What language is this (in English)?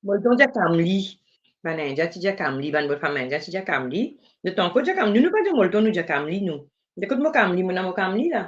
Morisyen